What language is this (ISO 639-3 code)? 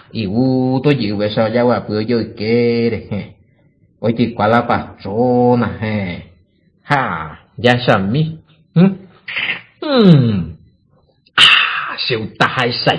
grn